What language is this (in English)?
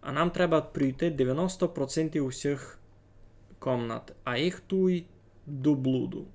Rusyn